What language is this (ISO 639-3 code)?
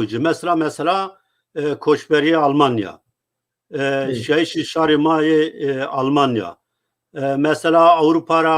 zza